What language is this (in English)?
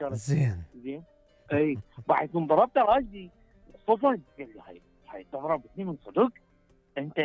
Mesopotamian Arabic